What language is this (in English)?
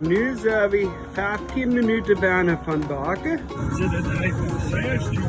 Plautdietsch